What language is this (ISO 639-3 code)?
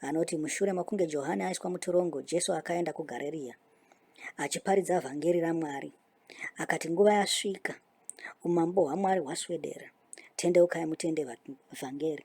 sna